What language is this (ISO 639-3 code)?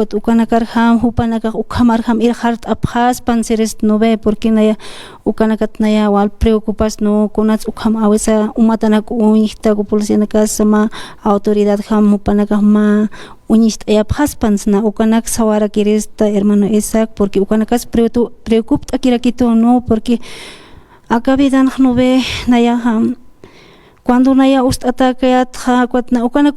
aym